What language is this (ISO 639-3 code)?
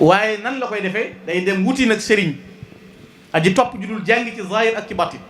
wol